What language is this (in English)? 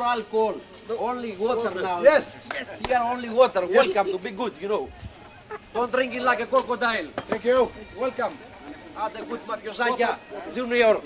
Faroese